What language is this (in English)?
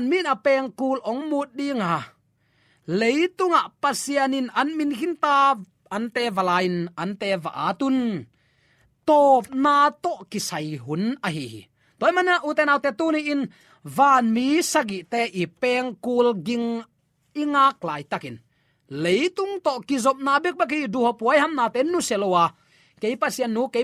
Tedim Chin